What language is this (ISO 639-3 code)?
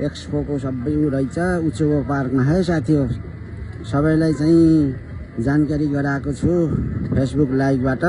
nep